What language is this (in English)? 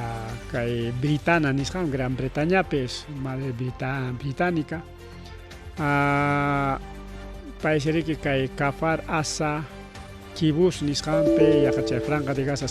Ayacucho Quechua